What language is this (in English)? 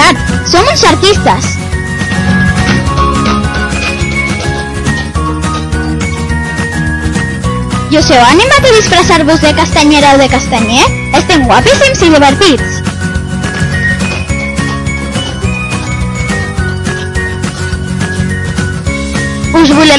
Catalan